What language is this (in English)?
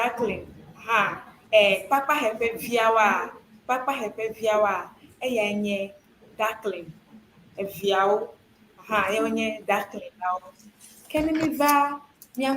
Ewe